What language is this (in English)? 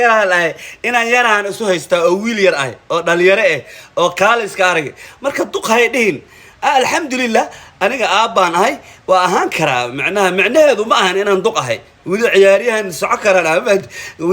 Somali